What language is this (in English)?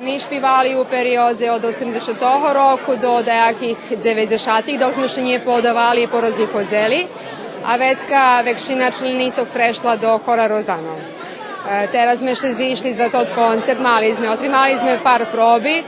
Rusyn